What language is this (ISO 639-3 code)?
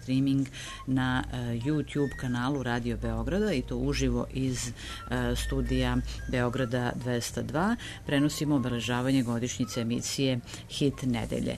srp